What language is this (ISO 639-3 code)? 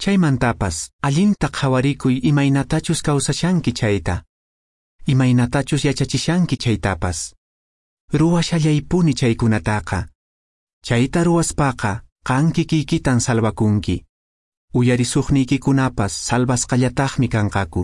que